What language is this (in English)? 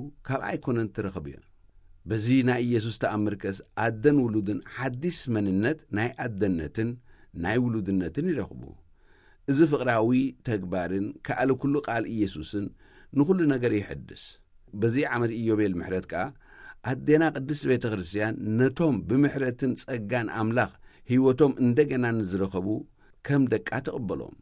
Tigrinya